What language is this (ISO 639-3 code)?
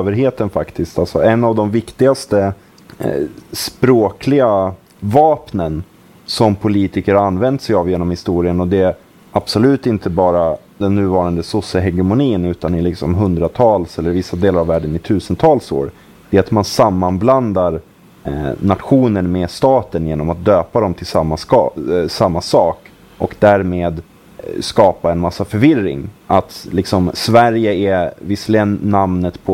swe